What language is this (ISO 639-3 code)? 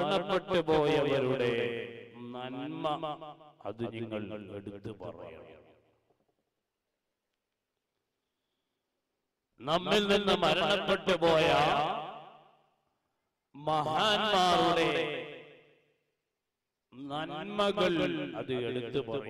mal